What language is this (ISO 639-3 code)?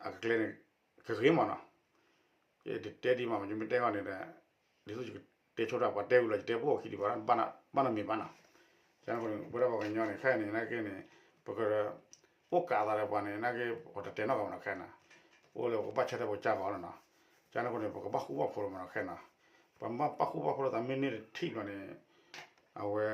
ksw